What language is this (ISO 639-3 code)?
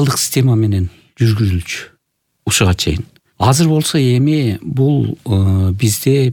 kir